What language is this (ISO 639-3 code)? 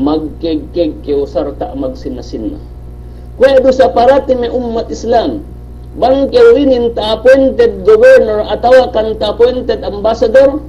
yka